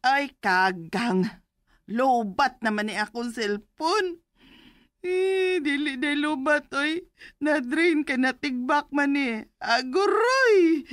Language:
Cebuano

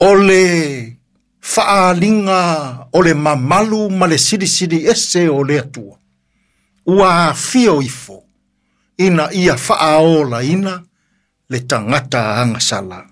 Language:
Samoan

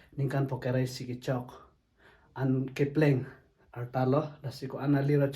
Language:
Karbi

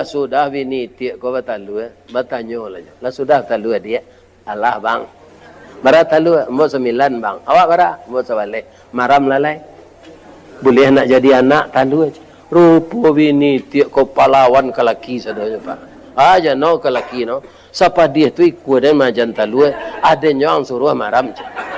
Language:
Minangkabau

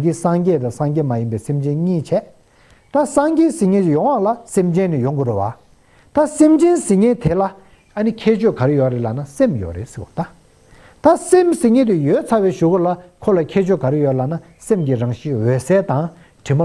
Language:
Tibetan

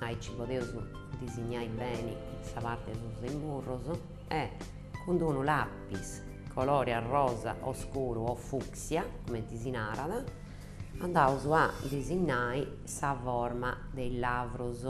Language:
Sardinian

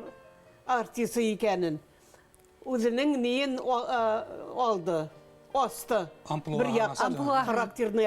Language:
Bashkir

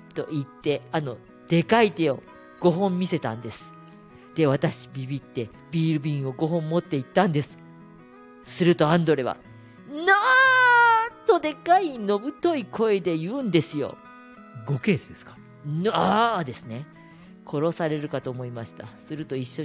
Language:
Japanese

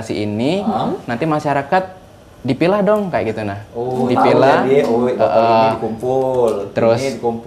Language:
Musi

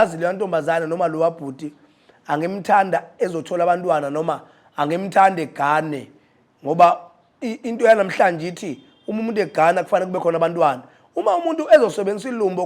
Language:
Zulu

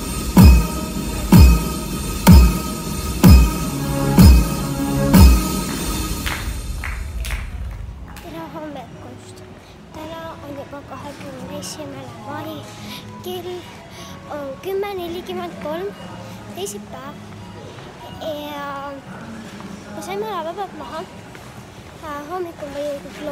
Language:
Estonian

